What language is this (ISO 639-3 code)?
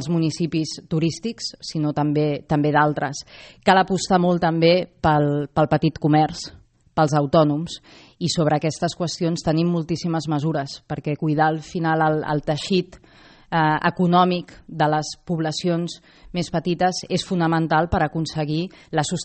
cat